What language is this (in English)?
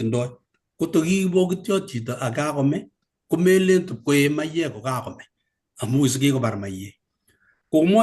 Kalenjin